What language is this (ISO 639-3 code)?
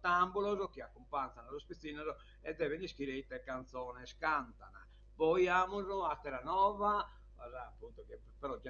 srd